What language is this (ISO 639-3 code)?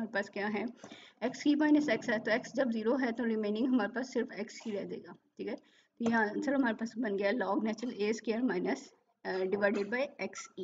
hin